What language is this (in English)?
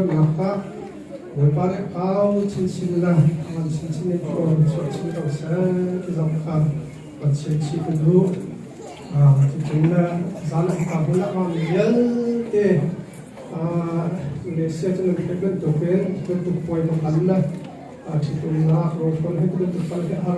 Hakha Chin